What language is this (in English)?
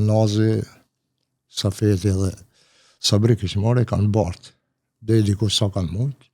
Albanian